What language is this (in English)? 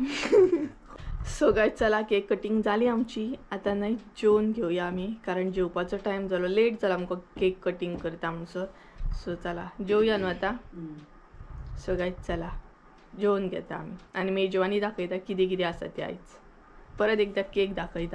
Konkani